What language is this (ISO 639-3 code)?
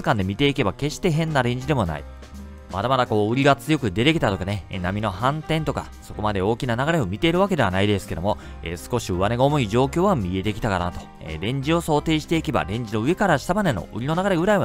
jpn